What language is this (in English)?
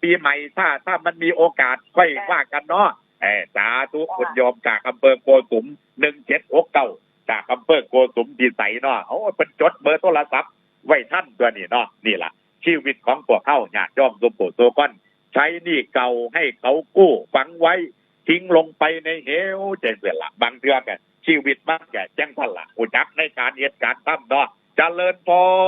Northeastern Thai